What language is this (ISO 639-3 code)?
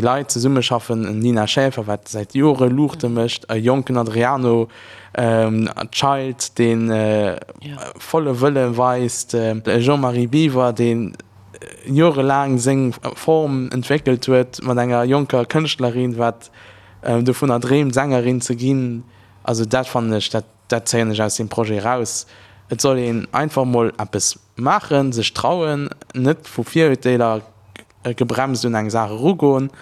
ltz